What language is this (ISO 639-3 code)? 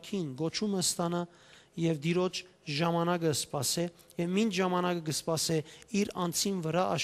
hyw